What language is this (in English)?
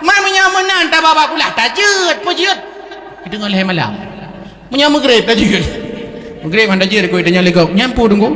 Achinese